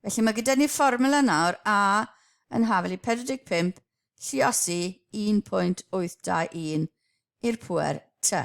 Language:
Welsh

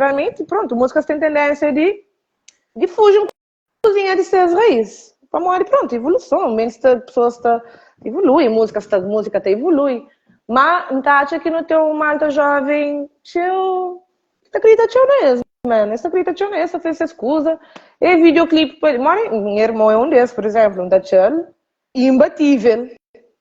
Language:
Kabuverdianu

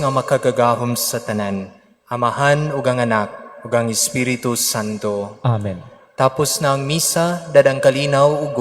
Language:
Cebuano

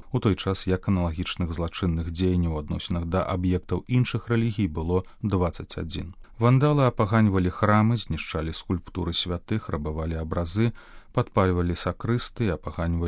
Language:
Belarusian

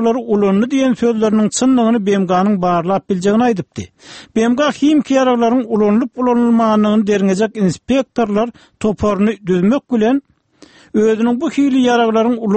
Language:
Turkmen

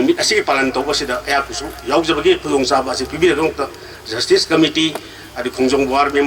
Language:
Manipuri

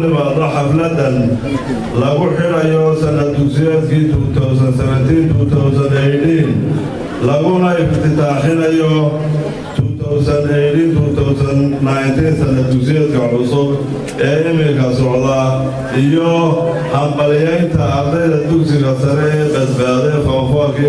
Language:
Somali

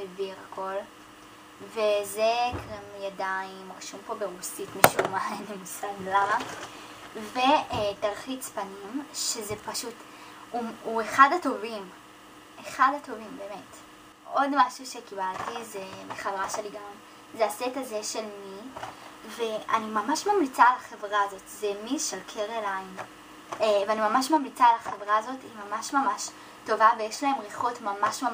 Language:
Hebrew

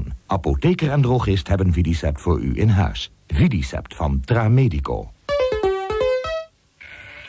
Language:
Dutch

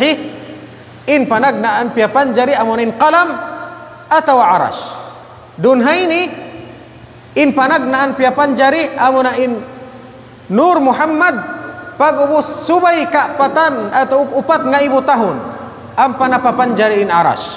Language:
Tausug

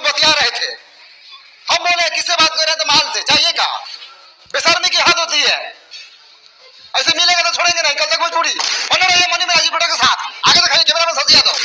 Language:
Hindi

